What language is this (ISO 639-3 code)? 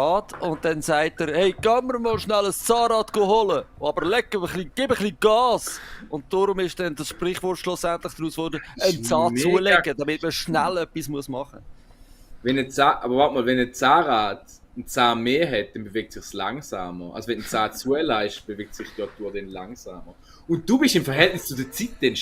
gsw